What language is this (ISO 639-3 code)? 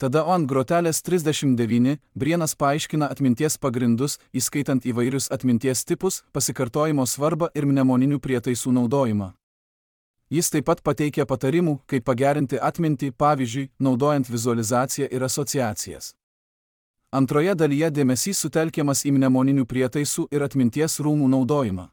lit